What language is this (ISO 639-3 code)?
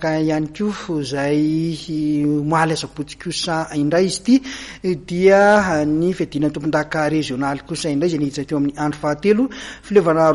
mlg